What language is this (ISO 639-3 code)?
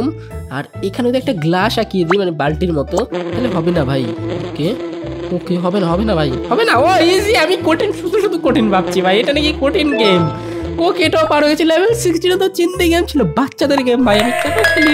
ben